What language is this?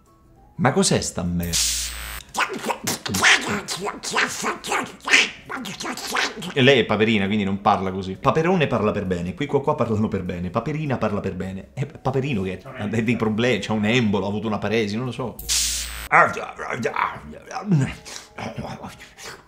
Italian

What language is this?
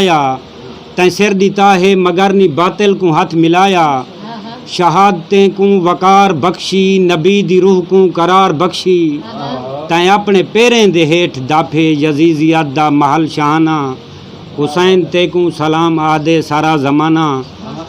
Saraiki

